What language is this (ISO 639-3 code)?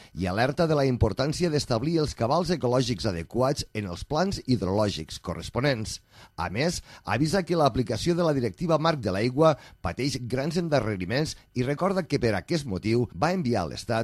cat